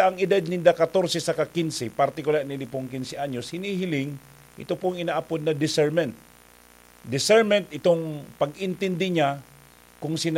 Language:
Bikol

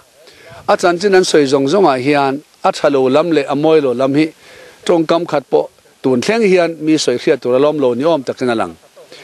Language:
Mizo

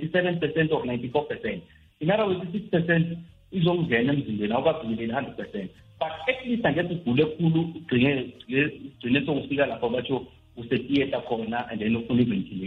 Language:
South Ndebele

